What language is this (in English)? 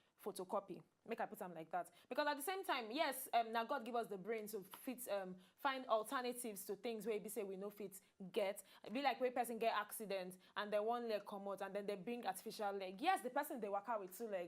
Nigerian Pidgin